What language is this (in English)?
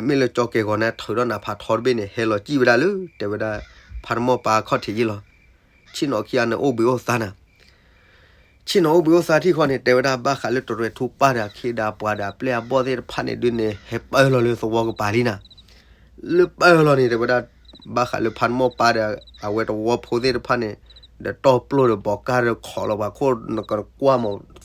S'gaw Karen